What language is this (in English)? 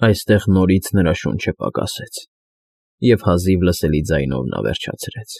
Armenian